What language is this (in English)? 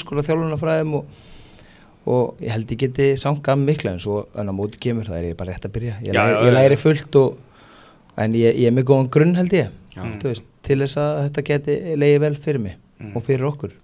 Icelandic